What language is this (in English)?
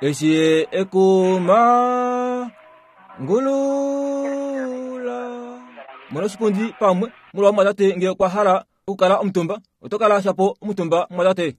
Kuanyama